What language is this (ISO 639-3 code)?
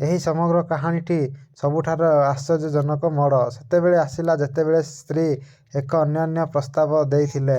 ori